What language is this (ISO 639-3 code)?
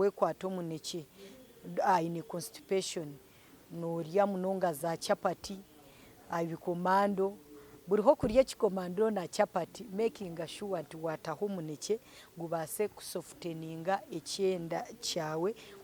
nyn